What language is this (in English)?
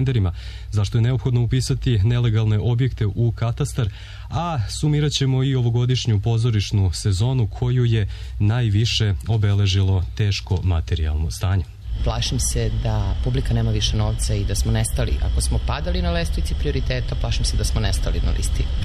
Serbian